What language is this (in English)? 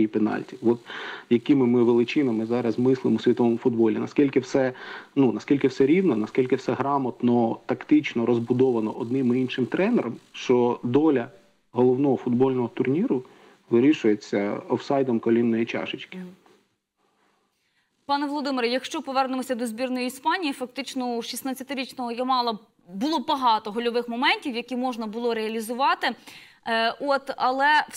Ukrainian